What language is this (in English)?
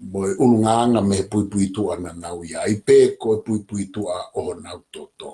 Tongan